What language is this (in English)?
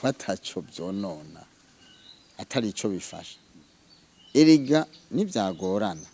Rundi